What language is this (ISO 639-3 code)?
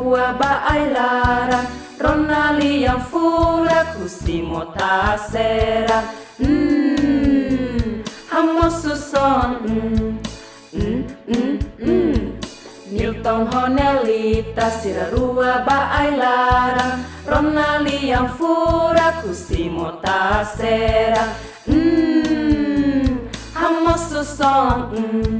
tet